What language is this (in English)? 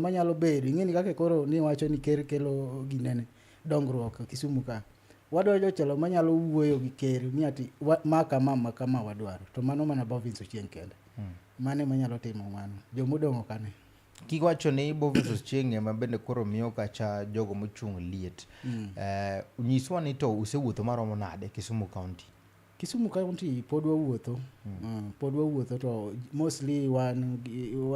Luo (Kenya and Tanzania)